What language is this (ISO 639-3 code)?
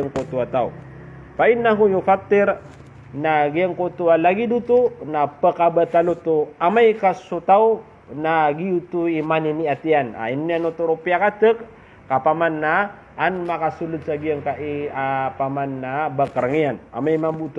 mrw